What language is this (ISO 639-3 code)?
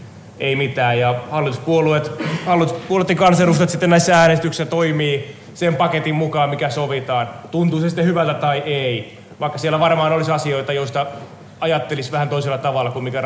fin